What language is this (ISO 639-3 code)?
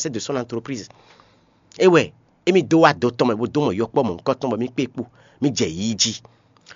fon